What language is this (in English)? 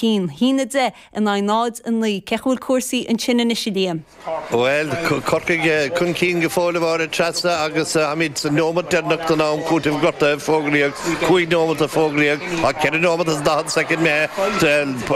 Irish